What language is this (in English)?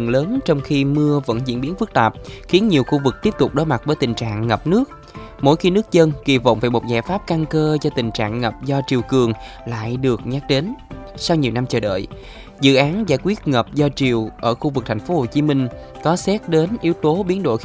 Vietnamese